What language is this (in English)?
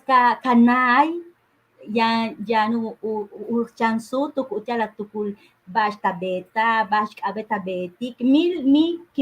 Yucateco